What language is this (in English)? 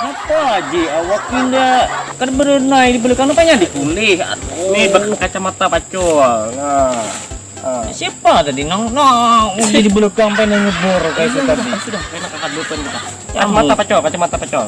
Banjar